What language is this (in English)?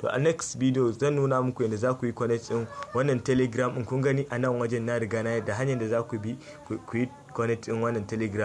Hausa